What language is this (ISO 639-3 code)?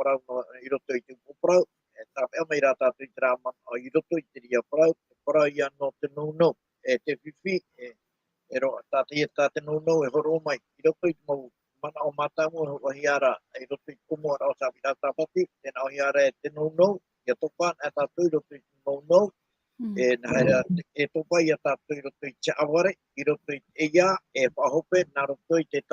tah